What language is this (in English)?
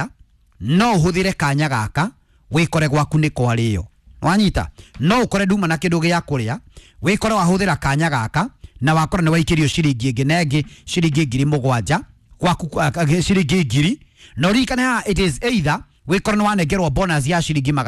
Kikuyu